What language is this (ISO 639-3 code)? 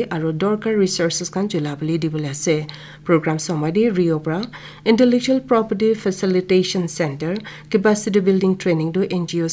nag